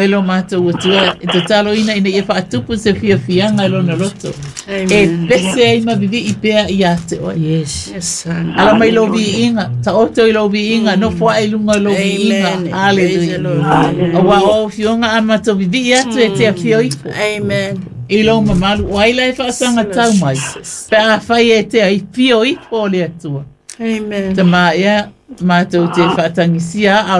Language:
Samoan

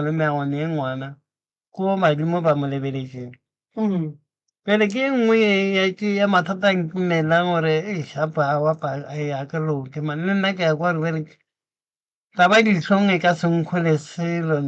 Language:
Northern Sotho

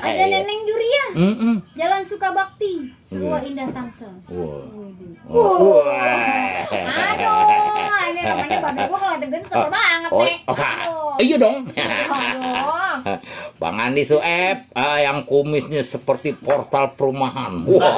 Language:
Betawi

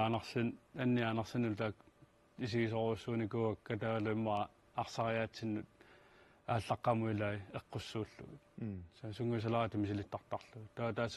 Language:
Kalaallisut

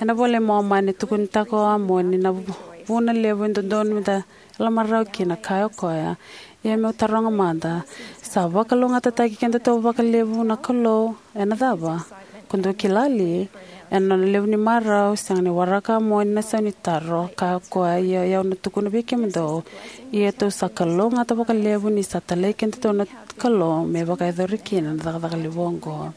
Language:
Fijian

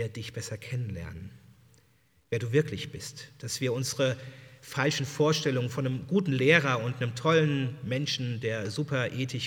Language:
German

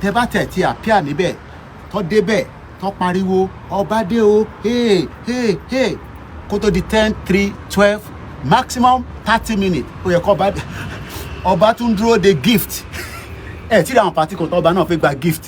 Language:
Yoruba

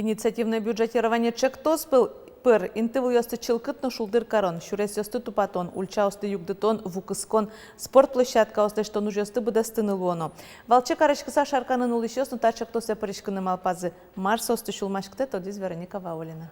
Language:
Udmurt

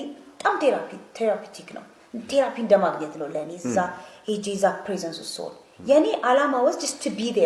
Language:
Amharic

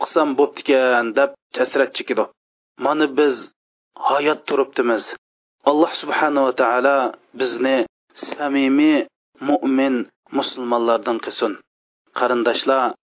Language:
Uyghur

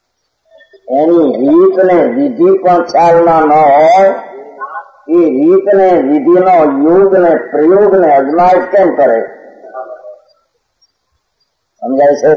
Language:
Gujarati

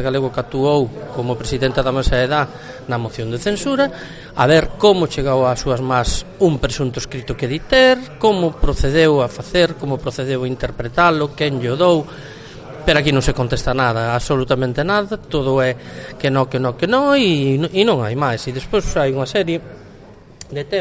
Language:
Galician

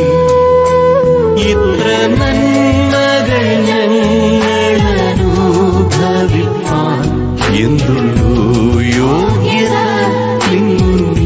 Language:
Malayalam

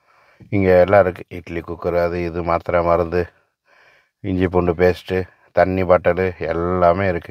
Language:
Tamil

